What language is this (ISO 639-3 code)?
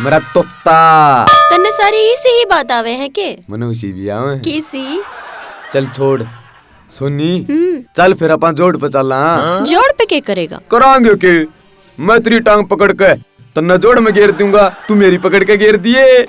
bgc